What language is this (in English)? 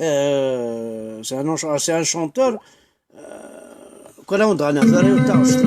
Kabyle